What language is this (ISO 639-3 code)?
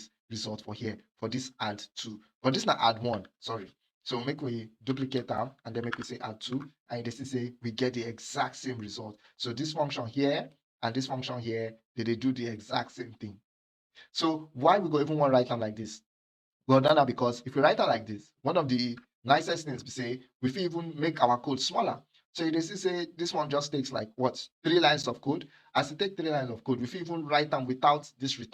pcm